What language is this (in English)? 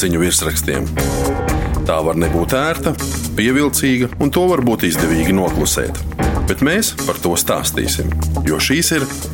Latvian